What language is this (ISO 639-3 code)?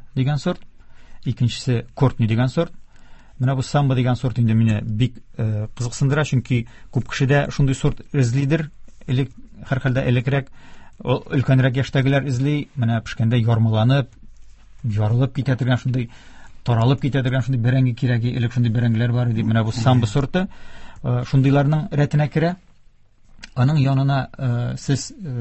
tat